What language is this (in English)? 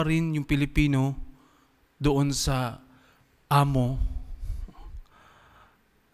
Filipino